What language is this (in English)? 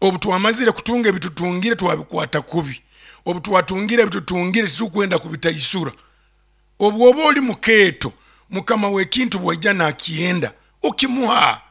Nyoro